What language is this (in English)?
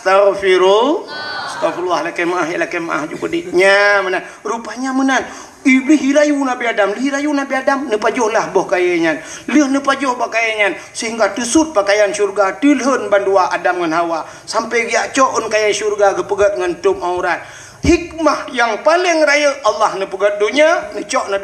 Achinese